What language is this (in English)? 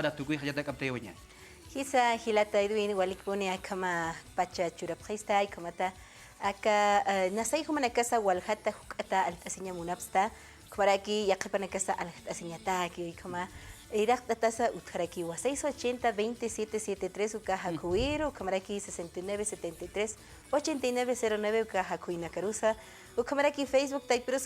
Aymara